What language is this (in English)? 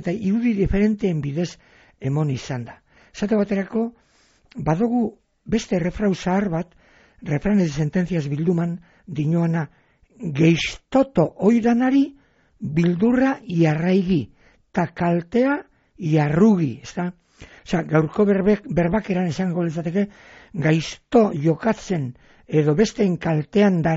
Basque